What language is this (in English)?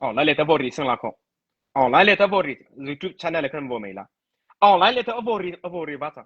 Mara Chin